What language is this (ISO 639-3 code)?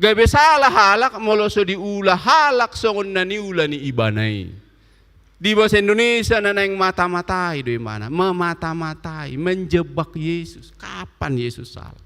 bbc